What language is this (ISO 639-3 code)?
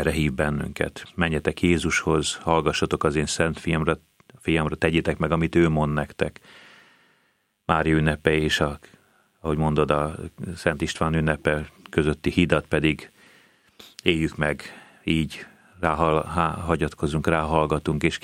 hun